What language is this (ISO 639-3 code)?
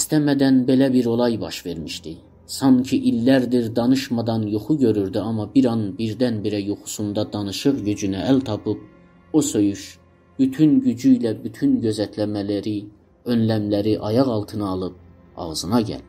azb